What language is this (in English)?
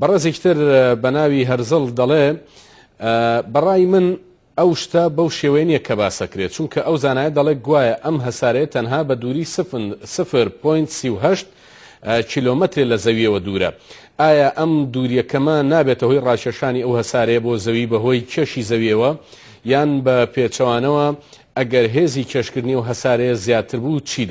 Central Kurdish